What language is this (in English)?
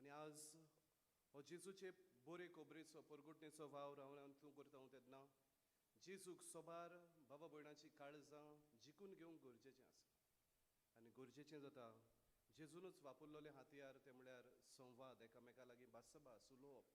Konkani